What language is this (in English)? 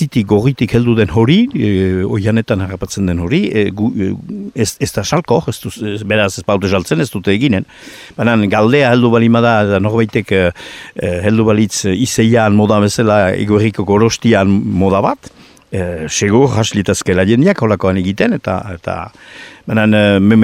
Basque